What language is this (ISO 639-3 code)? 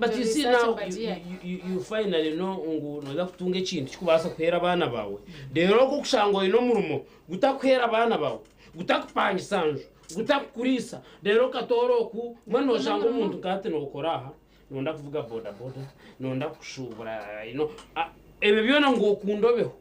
nyn